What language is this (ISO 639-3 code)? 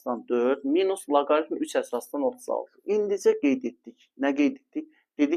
aze